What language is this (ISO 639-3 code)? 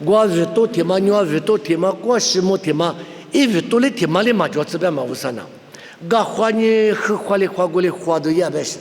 lis